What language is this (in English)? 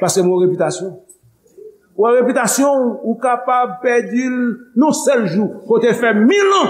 Haitian Creole